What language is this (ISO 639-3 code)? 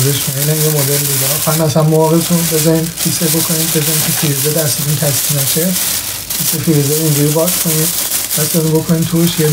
fas